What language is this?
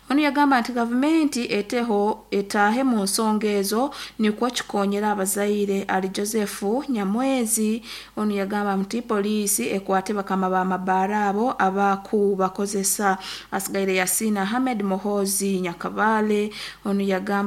Nyoro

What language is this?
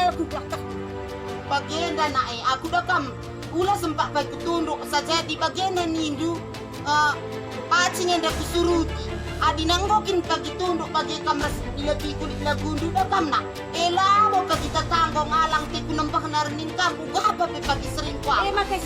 Batak Karo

